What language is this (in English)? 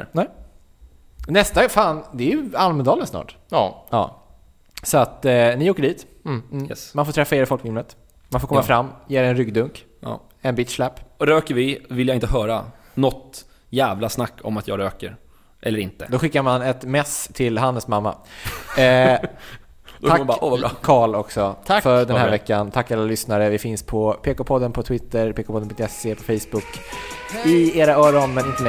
Swedish